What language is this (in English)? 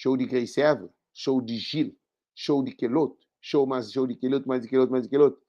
Kabuverdianu